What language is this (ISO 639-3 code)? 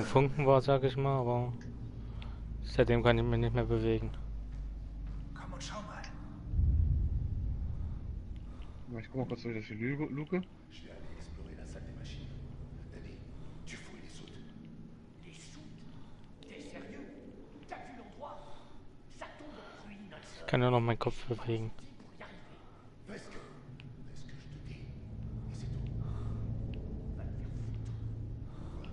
deu